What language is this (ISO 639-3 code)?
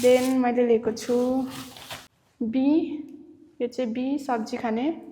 nep